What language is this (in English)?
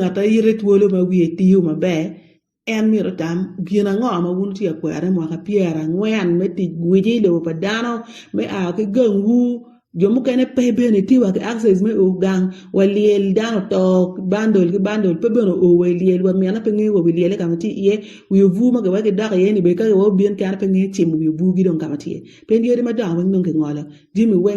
Acoli